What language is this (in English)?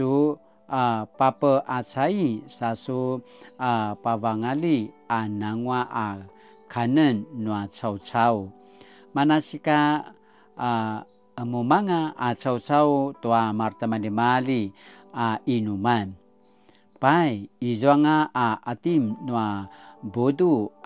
Paiwan